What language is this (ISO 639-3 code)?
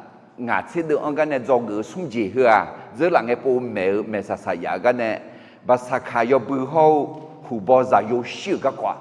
ahk